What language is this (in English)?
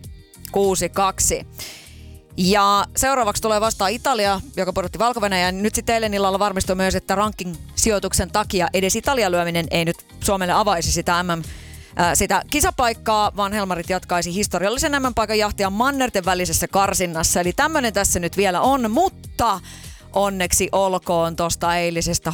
Finnish